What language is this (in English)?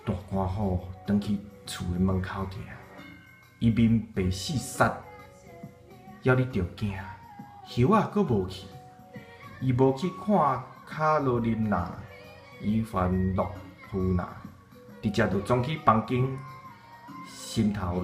Min Nan Chinese